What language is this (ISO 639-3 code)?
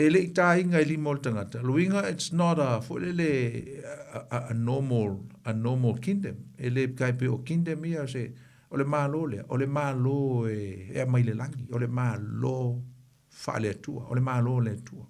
smo